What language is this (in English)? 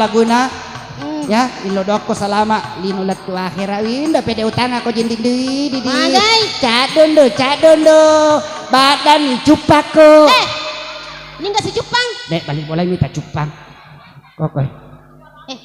Buginese